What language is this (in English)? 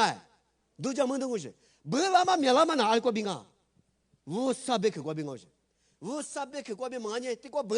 Lisu